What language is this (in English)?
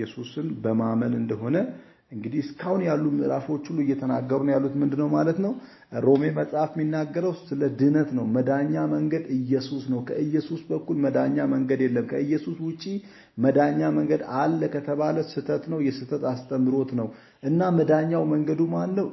Amharic